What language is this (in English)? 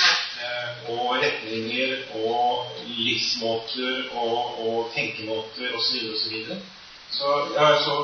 Norwegian